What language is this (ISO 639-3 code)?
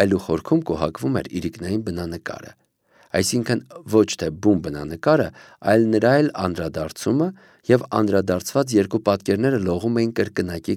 hye